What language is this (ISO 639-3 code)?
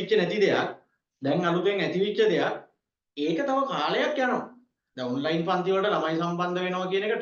sin